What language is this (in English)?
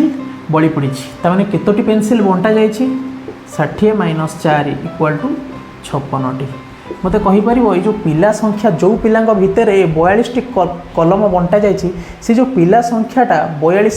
Odia